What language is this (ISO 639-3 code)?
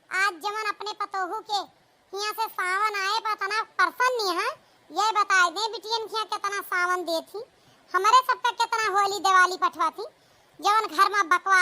awa